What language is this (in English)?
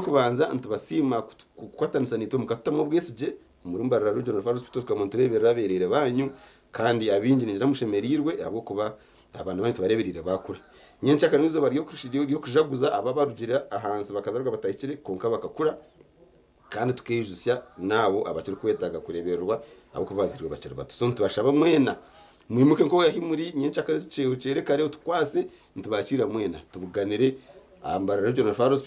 Nyankole